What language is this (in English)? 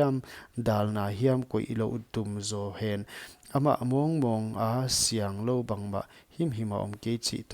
Paite Chin